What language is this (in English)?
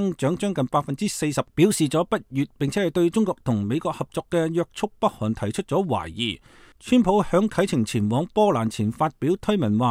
Cantonese